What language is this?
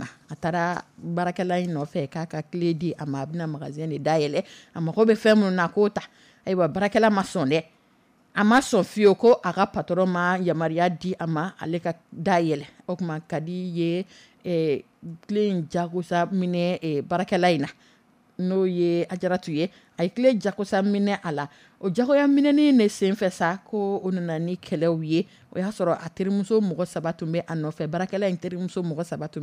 Dyula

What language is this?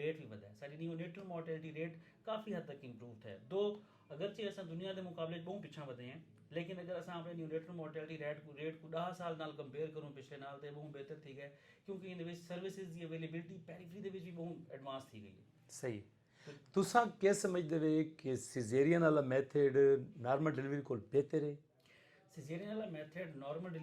Saraiki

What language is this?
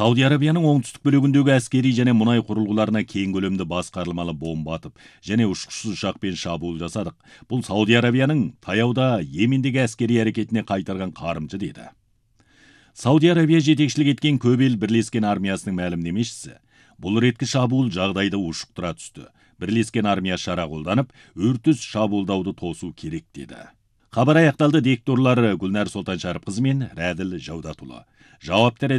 Kazakh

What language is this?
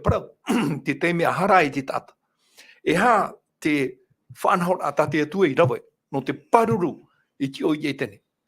Tahitian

